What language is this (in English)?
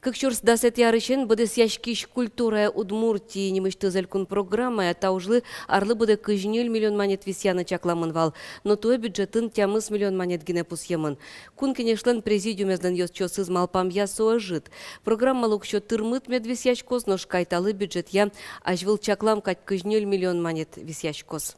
Udmurt